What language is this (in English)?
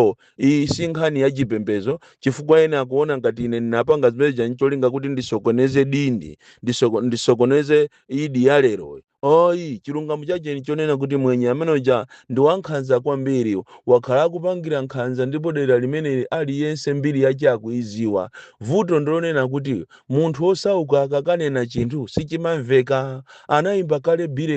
Nyanja